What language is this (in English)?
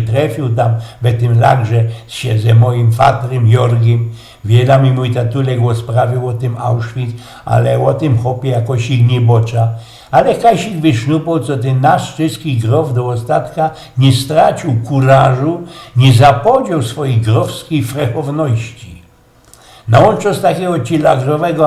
Silesian